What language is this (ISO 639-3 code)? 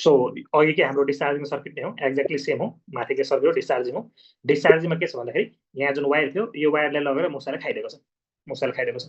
nep